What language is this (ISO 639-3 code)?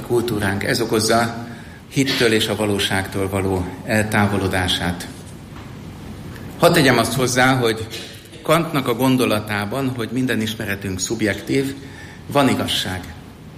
hun